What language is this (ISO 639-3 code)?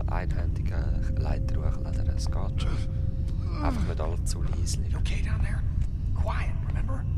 gsw